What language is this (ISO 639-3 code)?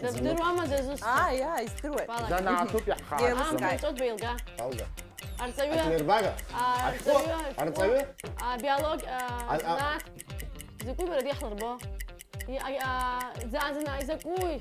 abk